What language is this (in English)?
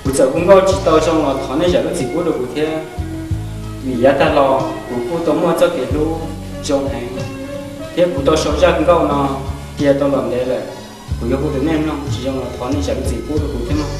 Hmong